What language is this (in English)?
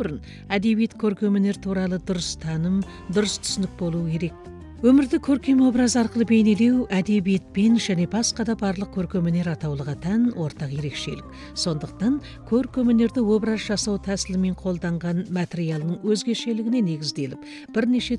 Kazakh